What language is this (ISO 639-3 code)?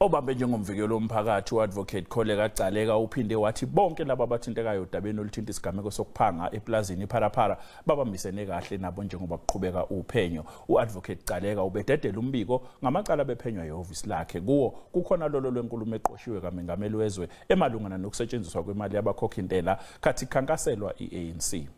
zul